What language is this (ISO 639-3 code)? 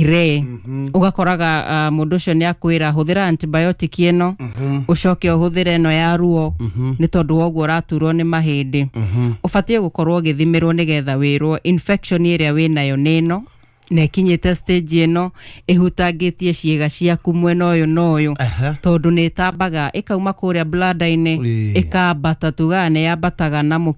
kik